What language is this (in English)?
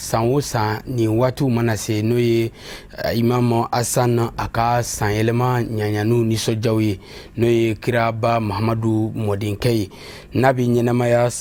Bambara